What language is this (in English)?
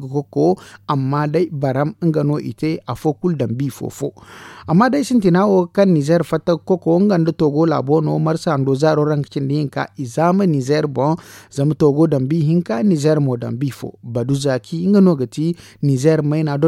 Zarma